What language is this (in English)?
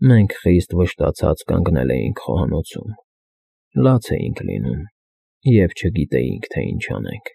Armenian